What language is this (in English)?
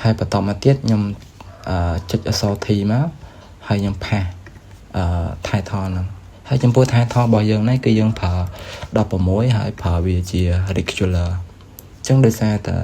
Khmer